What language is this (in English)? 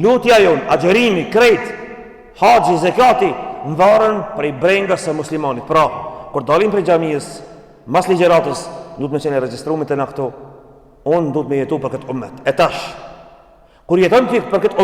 Albanian